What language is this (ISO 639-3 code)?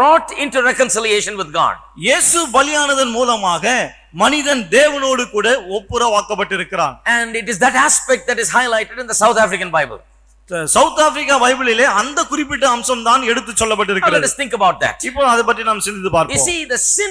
tam